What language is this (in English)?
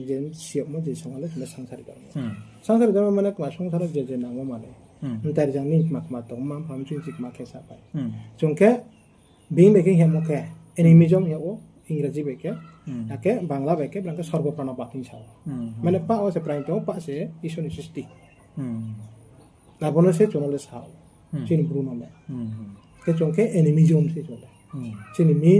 Riang (India)